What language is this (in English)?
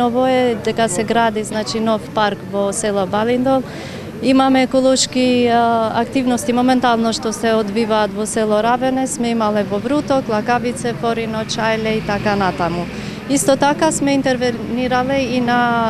Macedonian